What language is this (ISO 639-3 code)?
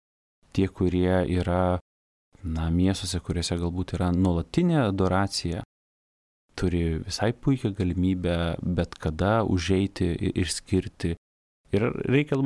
lit